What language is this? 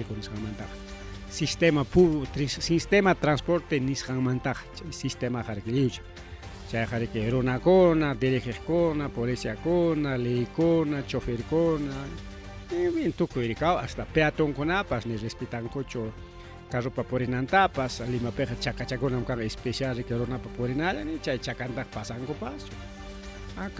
Ayacucho Quechua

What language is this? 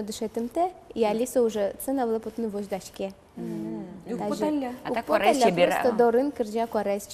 Udmurt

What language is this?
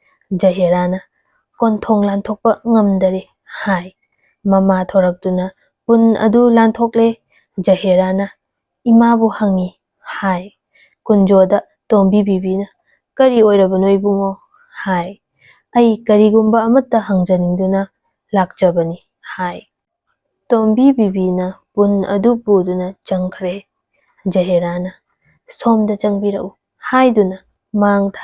Manipuri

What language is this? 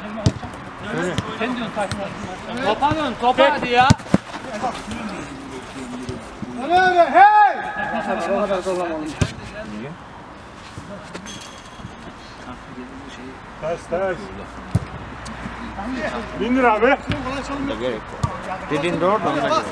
Turkish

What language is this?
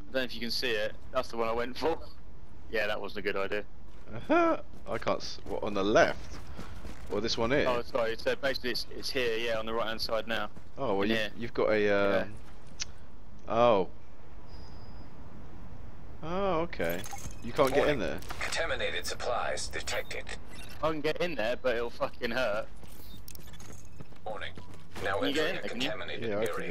English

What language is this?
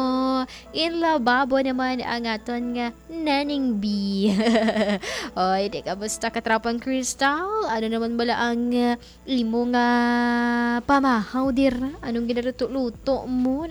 Hiligaynon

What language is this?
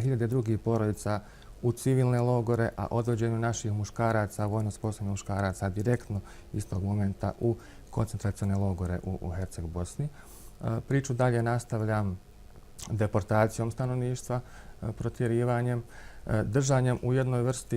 Bosnian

